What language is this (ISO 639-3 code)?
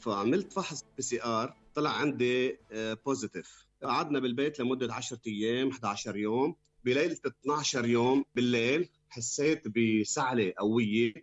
apc